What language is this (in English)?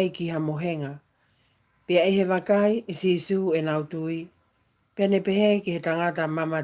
Tongan